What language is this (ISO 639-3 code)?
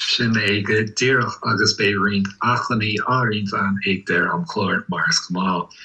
gle